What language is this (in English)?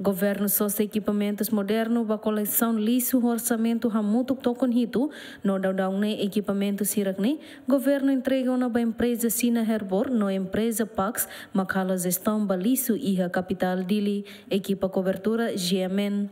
Tetum